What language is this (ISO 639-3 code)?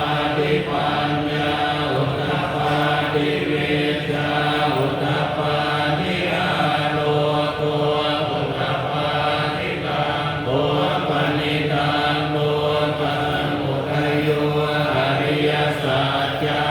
pli